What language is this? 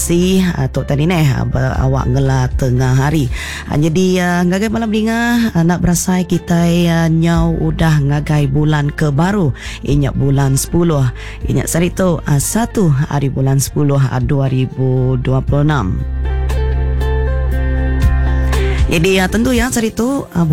Iban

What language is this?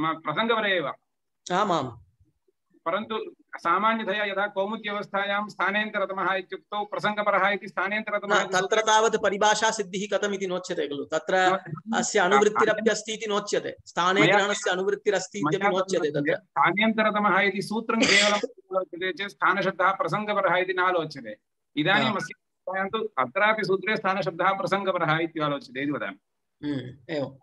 Sanskrit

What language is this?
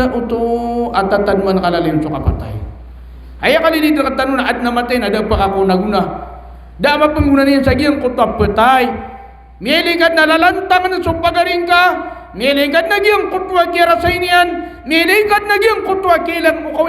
Maranao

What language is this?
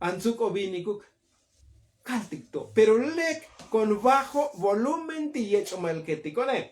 Tzotzil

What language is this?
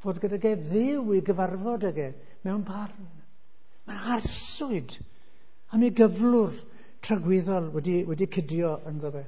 Welsh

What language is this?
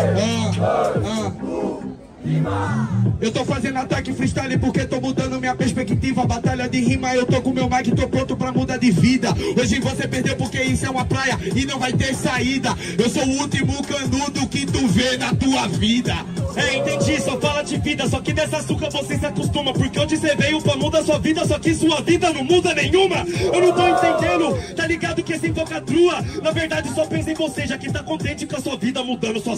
Portuguese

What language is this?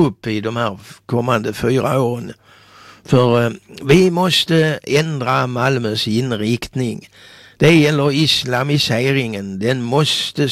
Swedish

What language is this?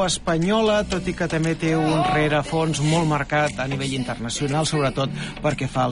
Catalan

